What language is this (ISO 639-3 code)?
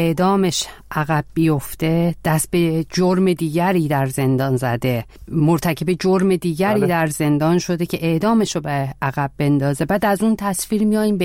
fas